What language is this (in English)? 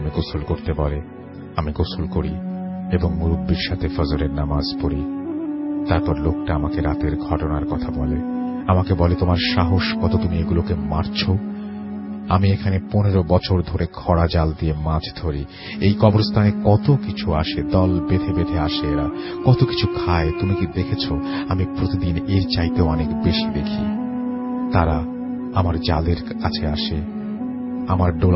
Bangla